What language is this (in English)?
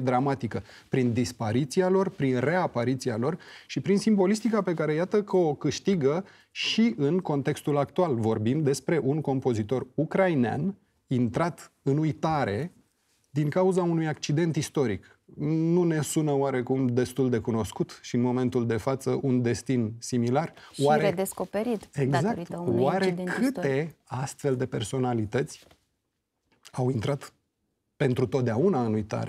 Romanian